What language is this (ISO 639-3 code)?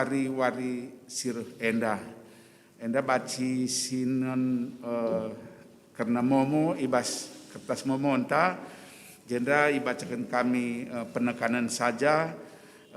btx